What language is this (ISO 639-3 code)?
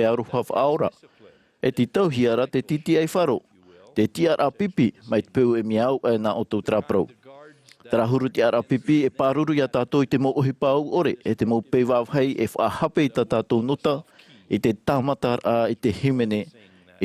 tah